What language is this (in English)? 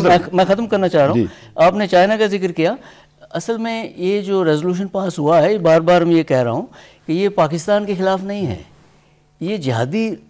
Urdu